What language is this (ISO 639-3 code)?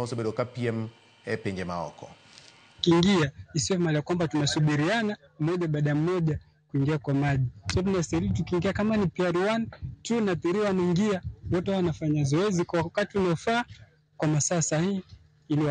luo